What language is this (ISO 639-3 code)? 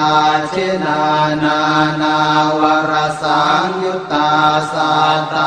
pli